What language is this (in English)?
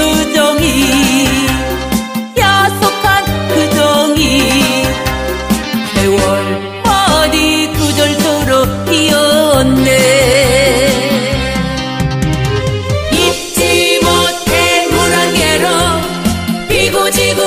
Korean